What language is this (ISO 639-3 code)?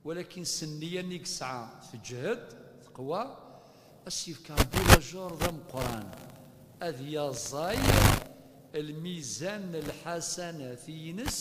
kab